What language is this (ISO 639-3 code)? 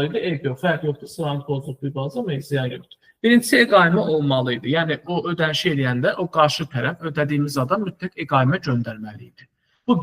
aze